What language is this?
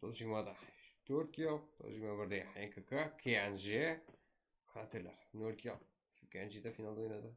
Kara-Kalpak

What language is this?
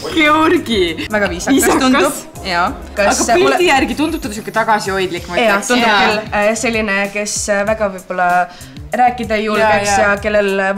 Estonian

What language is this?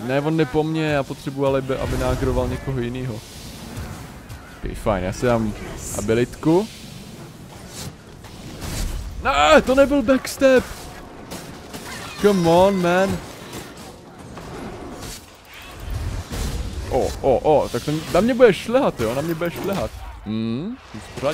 Czech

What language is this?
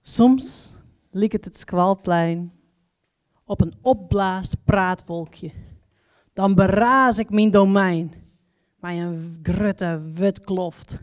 Western Frisian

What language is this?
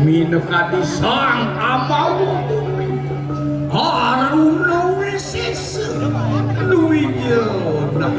Balinese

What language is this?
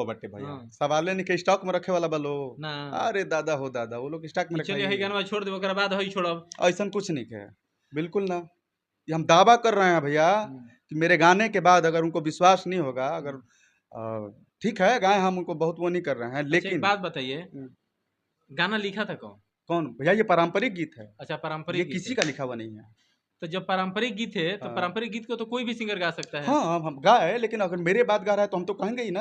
Bhojpuri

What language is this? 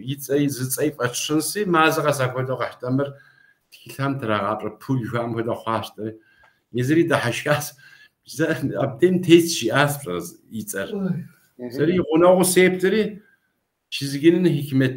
Kabardian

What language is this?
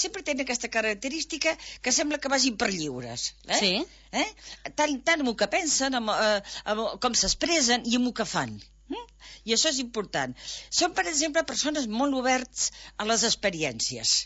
Catalan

